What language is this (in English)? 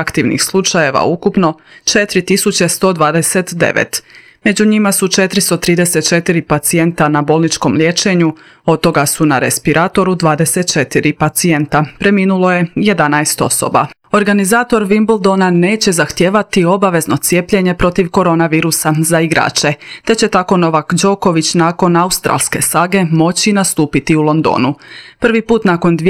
Croatian